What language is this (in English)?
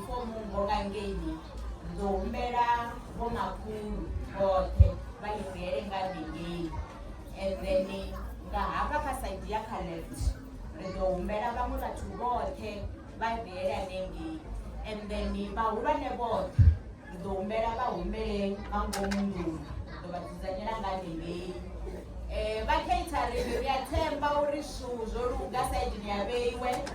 Venda